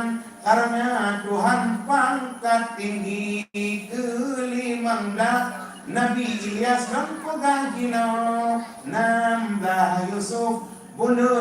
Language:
Achinese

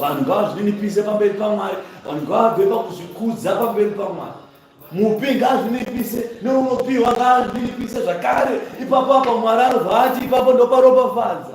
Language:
Shona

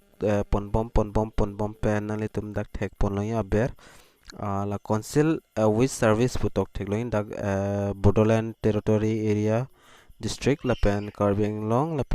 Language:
Karbi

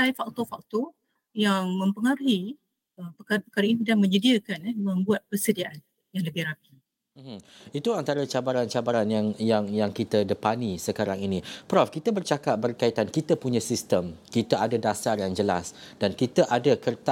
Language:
Malay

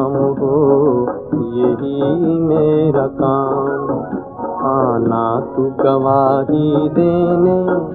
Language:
Hindi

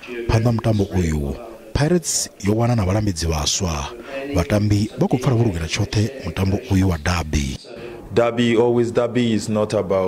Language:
Venda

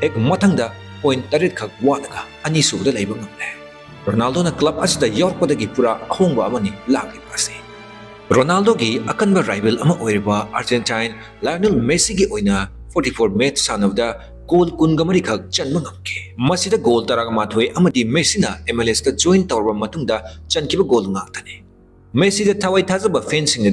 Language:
Manipuri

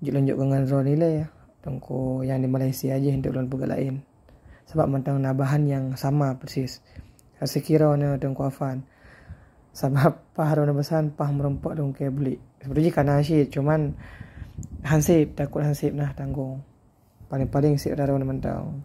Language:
Achinese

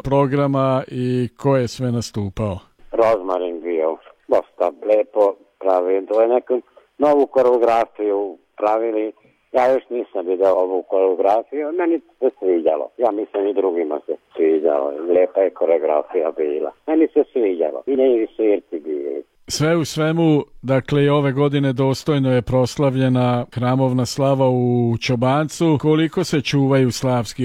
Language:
Serbian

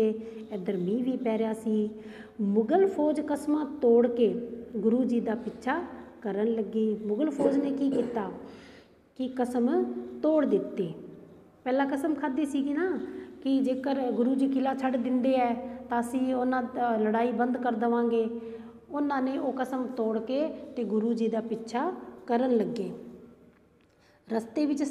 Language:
Punjabi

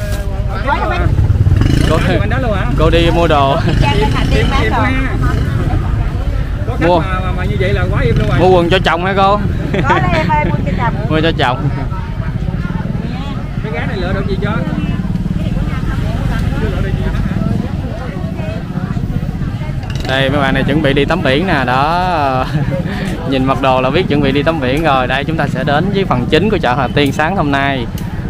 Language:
Vietnamese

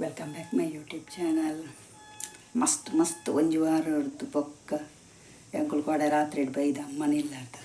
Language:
Tulu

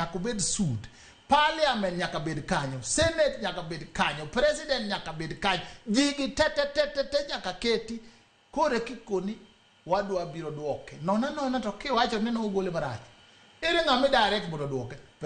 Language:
Luo (Kenya and Tanzania)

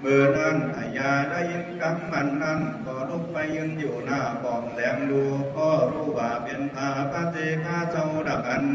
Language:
Lü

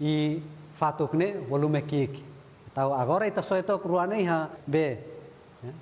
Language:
Tetum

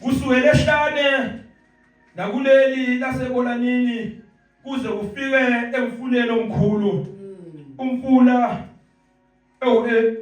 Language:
Zulu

